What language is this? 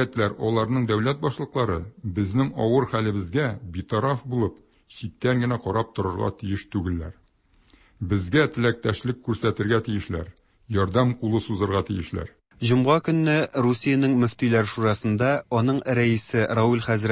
Tatar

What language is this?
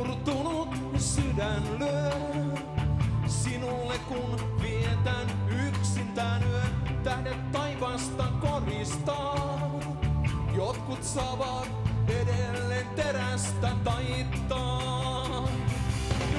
Finnish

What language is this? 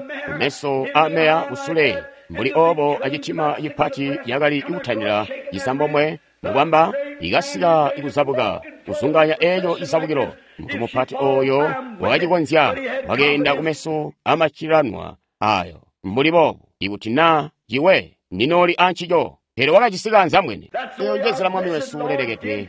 Tonga (Zambia)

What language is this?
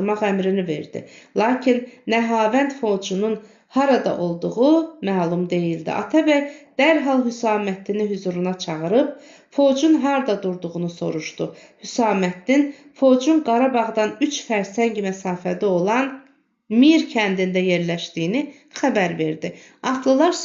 Azerbaijani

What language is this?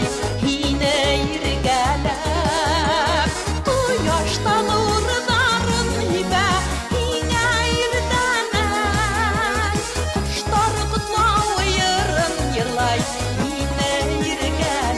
Bashkir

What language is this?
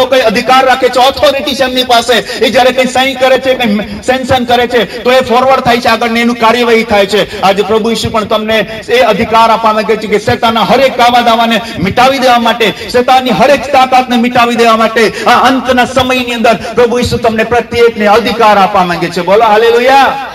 Gujarati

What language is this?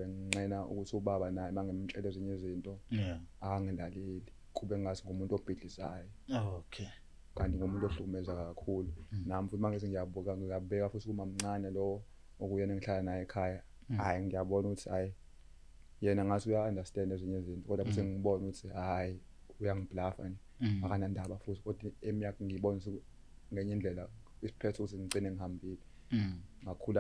Zulu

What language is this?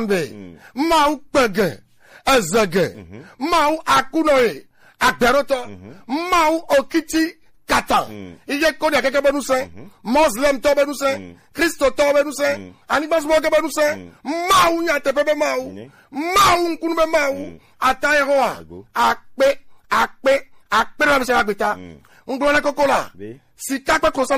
Gen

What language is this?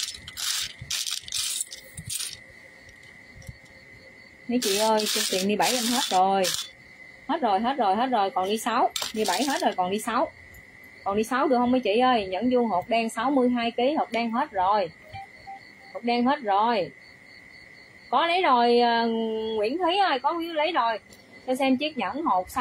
Vietnamese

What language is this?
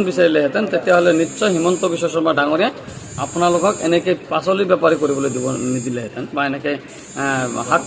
Assamese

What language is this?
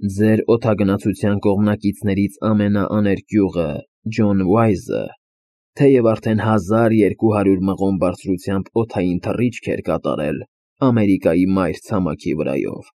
Armenian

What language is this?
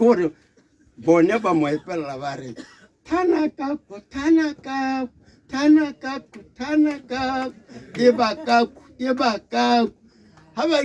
Tswana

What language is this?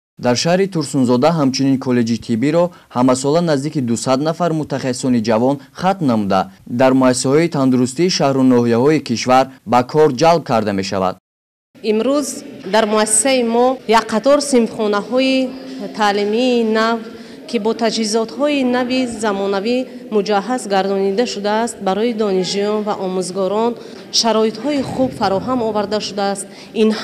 Tajik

